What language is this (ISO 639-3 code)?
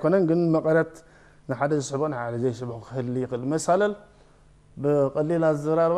tir